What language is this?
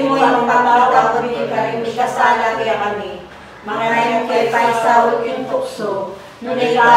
Pampanga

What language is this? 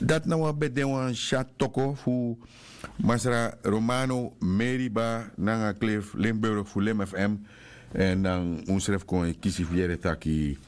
Sranan Tongo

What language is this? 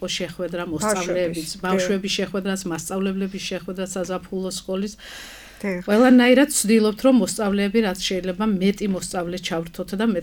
Georgian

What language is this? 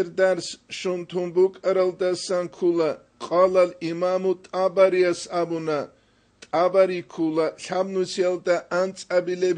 Avaric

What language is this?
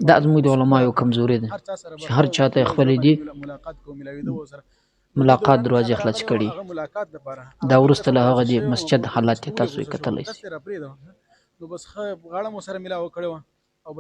Pashto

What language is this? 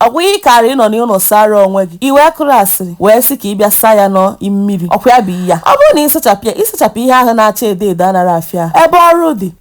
Igbo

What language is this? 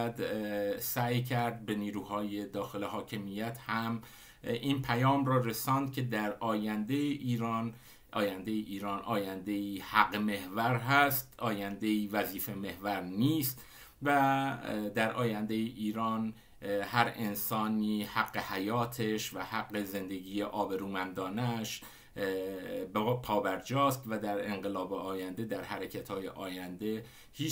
Persian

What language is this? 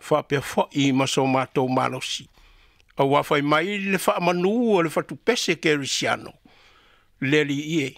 Samoan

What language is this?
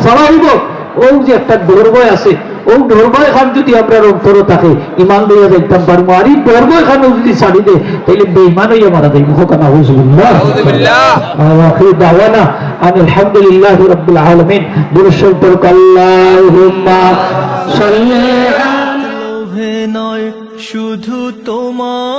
Sylheti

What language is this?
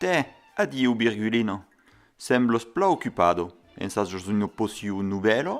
Occitan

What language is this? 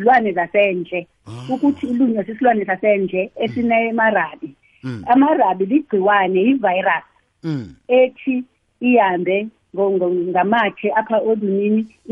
Xhosa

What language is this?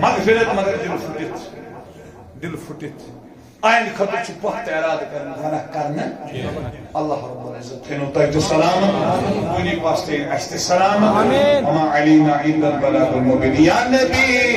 Kashmiri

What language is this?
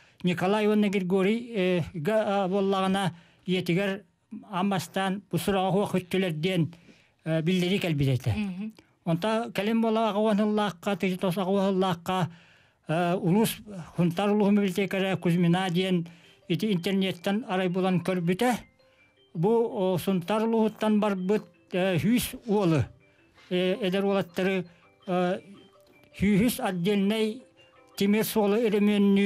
Yakut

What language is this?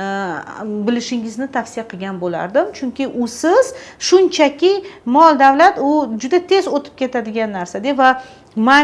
Uzbek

